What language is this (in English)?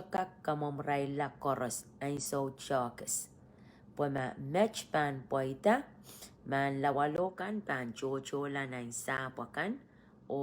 Pohnpeian